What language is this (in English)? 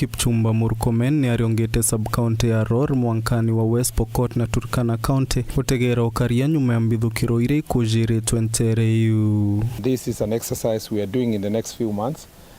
Meru